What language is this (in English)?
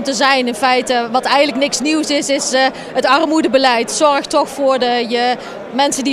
Dutch